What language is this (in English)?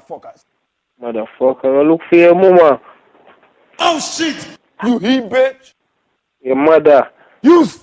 Jamaican Creole English